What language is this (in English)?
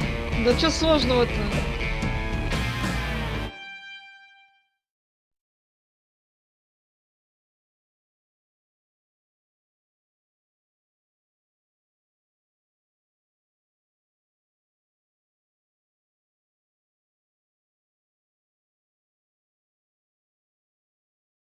Russian